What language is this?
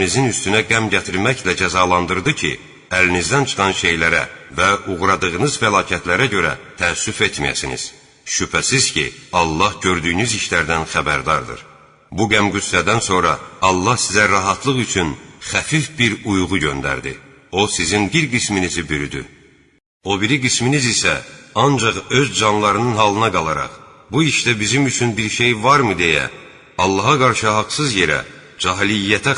Azerbaijani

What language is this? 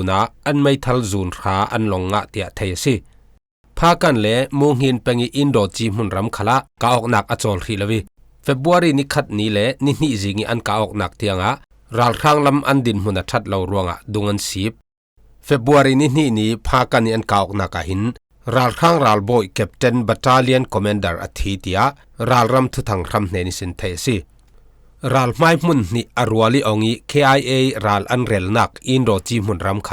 Falam Chin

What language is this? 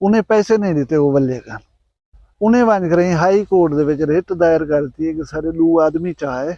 Saraiki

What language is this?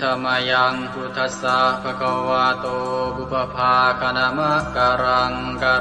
Pali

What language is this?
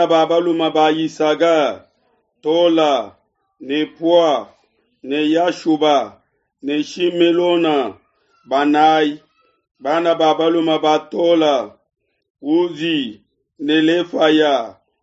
Luba-Lulua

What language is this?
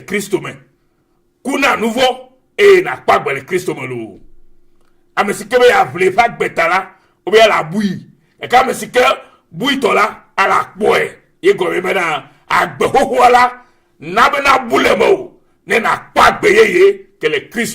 Ewe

